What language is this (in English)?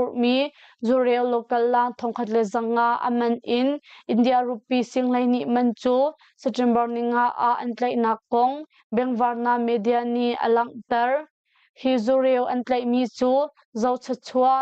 Hakha Chin